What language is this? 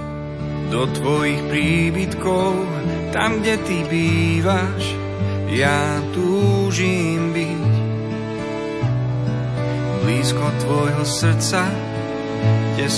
Slovak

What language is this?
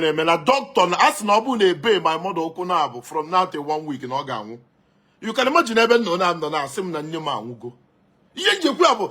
Igbo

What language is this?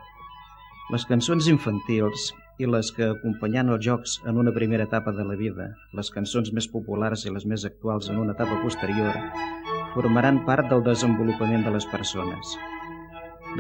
Catalan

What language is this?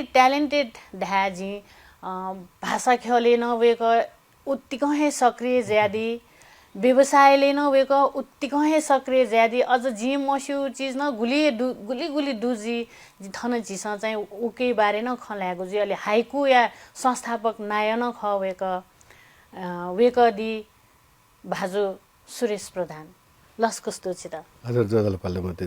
Newari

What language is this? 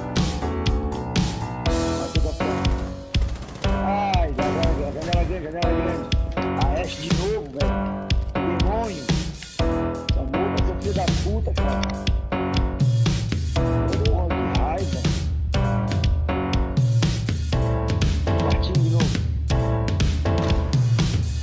Portuguese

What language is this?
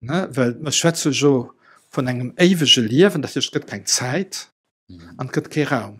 Luxembourgish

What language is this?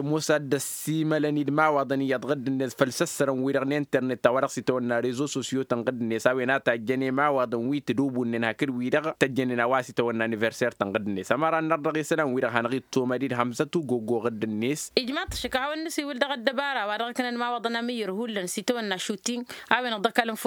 Tamasheq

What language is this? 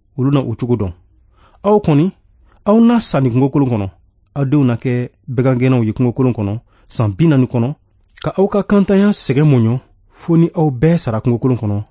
Bambara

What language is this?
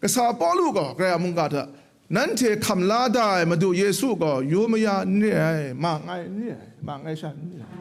Kachin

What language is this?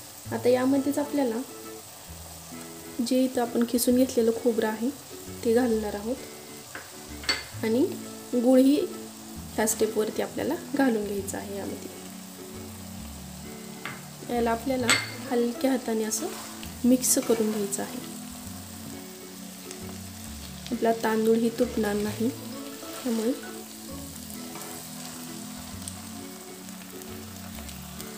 Marathi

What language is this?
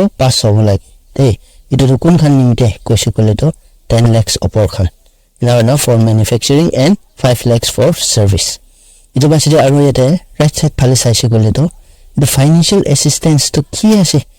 Naga Pidgin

